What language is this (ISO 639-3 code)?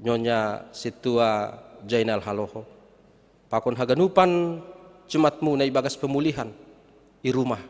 bts